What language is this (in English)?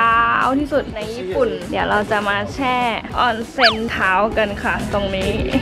Thai